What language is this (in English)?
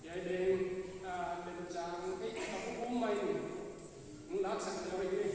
Paite Chin